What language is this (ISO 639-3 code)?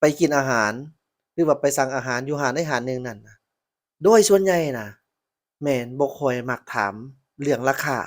lao